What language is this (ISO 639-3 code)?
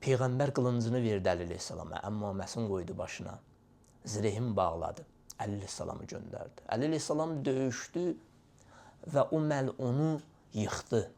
aze